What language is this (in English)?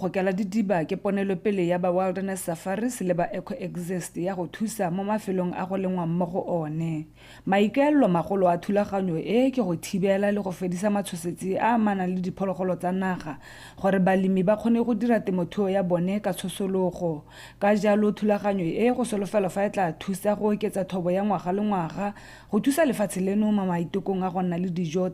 Tswana